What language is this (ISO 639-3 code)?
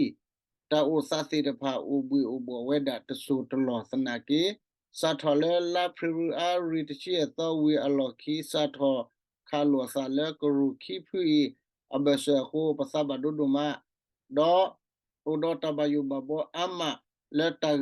ksw